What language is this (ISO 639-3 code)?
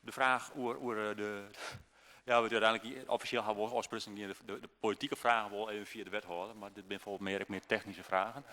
fry